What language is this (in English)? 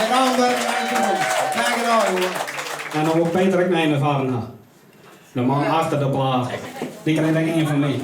Western Frisian